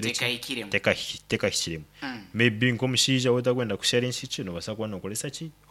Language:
Nyankole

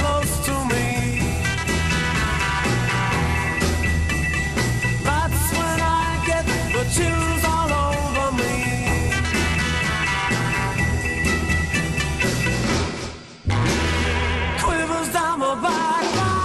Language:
English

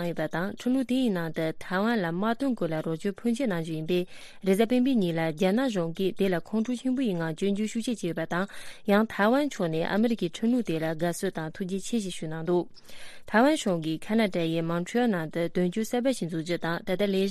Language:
Tibetan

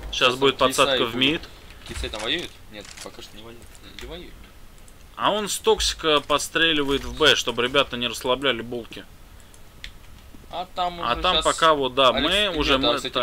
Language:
Russian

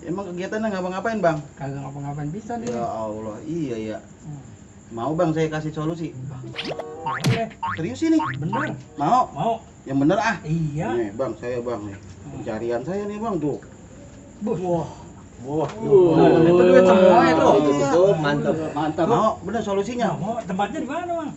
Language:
Betawi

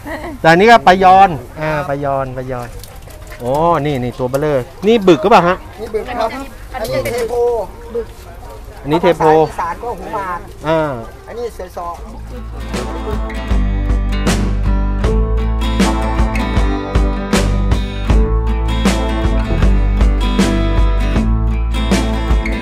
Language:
Thai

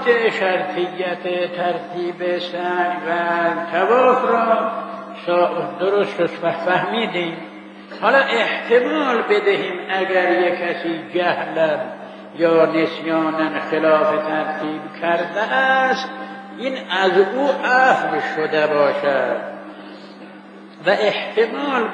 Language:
Persian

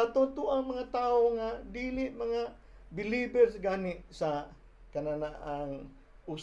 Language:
Cebuano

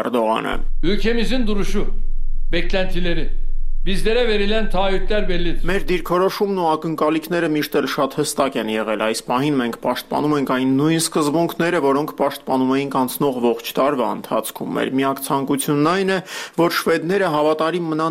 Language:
Armenian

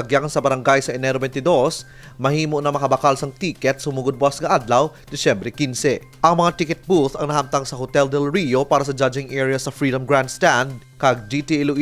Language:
Hiligaynon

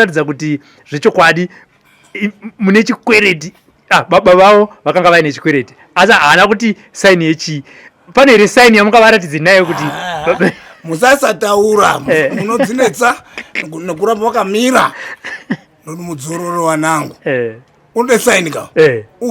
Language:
Shona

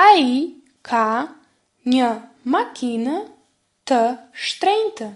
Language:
Albanian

